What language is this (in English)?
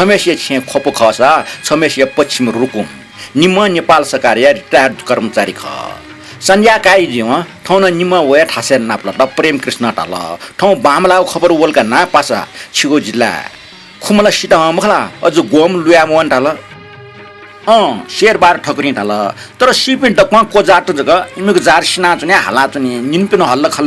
Newari